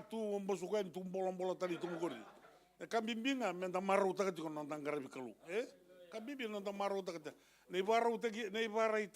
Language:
Fijian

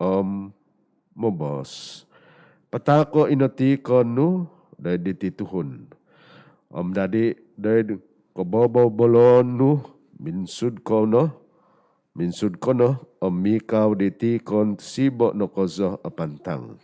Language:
Central Dusun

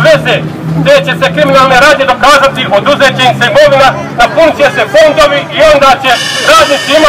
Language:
Croatian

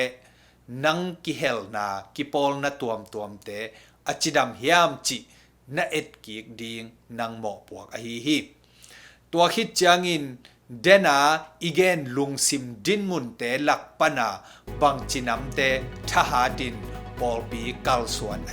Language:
Tedim Chin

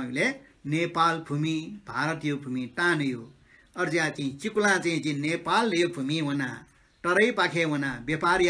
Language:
Newari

